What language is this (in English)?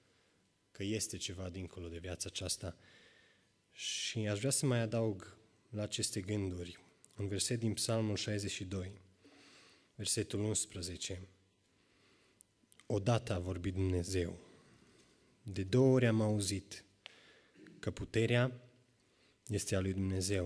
Romanian